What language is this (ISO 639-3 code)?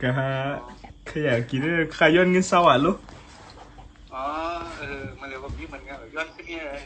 shn